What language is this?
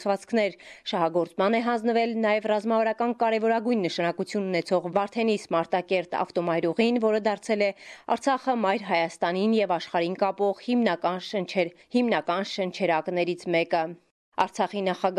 Armenian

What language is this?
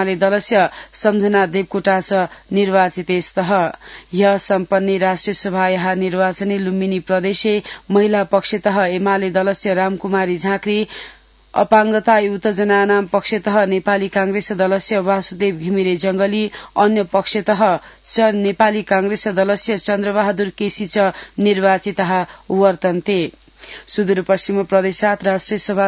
Sanskrit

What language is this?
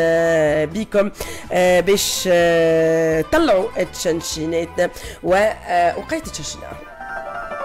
Tunisian Arabic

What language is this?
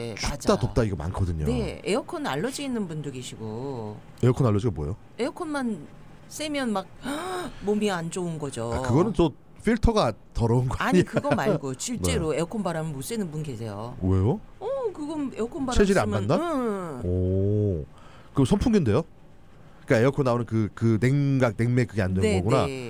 Korean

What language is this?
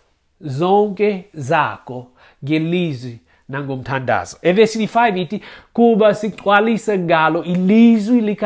Xhosa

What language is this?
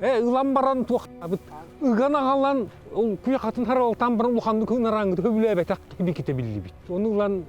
Yakut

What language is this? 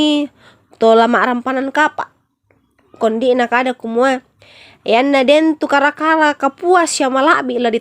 Toraja-Sa'dan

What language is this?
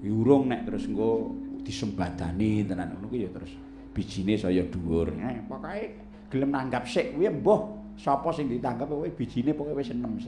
Javanese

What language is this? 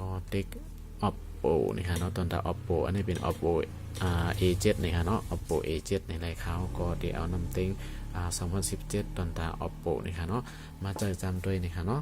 Shan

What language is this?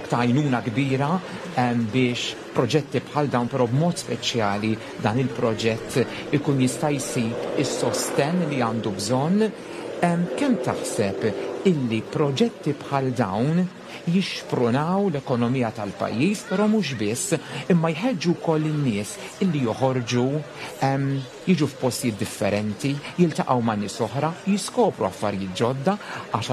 Maltese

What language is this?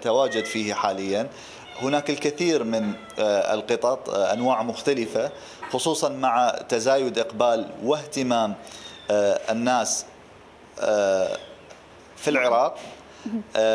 Mesopotamian Arabic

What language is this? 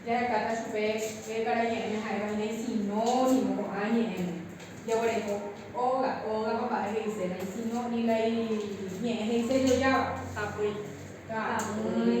Guarani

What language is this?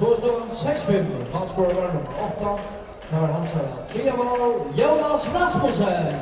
Faroese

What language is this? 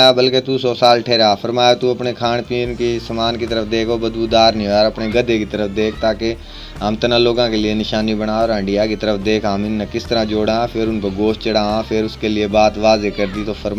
Haryanvi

